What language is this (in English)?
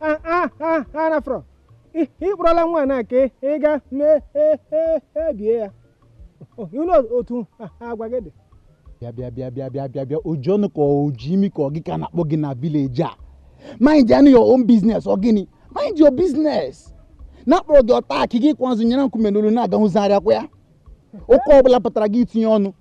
Igbo